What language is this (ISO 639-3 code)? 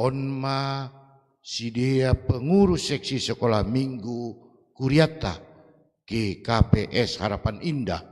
bts